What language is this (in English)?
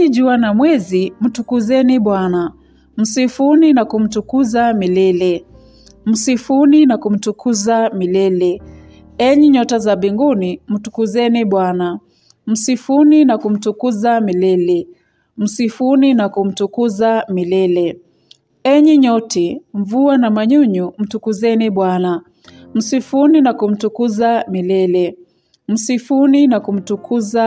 Swahili